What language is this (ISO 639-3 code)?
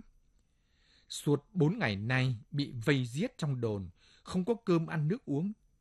vie